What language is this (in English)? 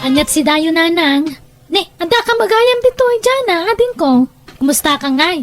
Iloko